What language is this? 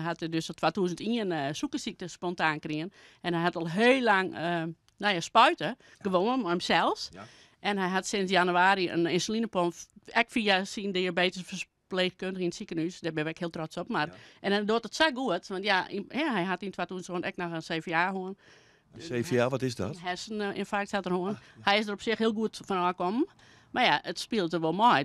Western Frisian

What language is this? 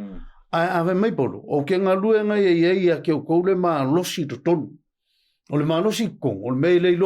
Samoan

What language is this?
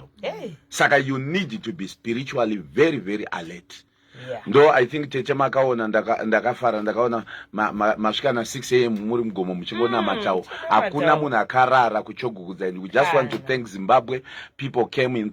Shona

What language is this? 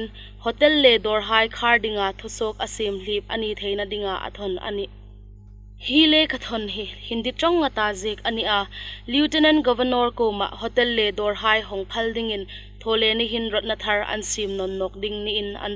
Hmar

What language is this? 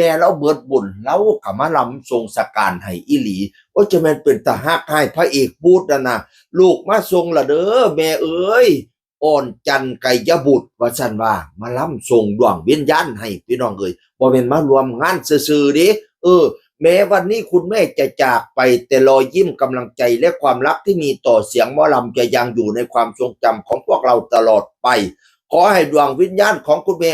Northeastern Thai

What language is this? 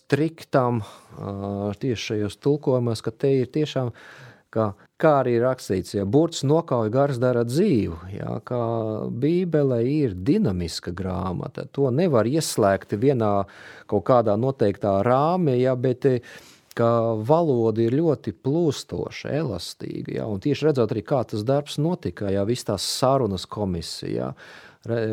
Latvian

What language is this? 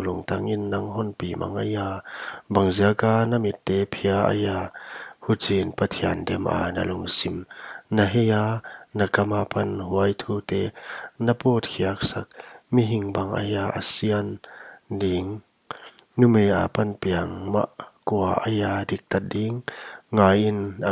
Paite Chin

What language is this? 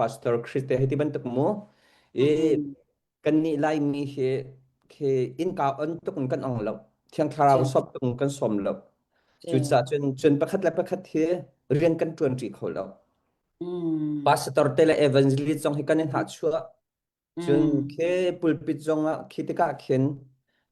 Hakha Chin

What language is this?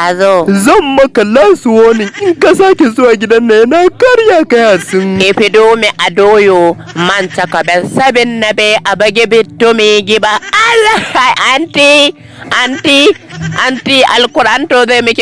Hausa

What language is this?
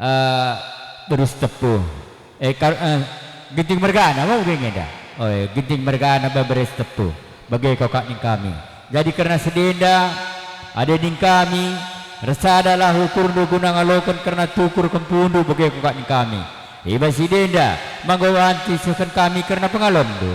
Batak Karo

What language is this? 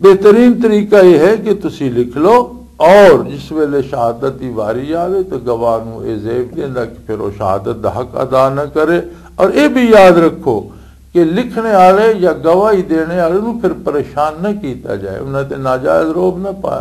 Western Panjabi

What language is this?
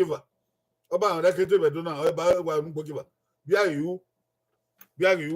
Bini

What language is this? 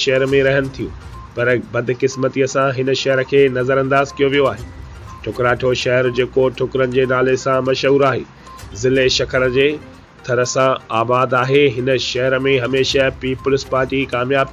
Sindhi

